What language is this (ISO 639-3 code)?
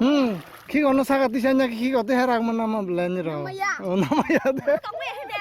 trp